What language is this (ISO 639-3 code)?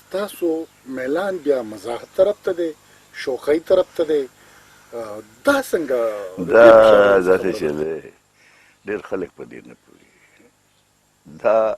pus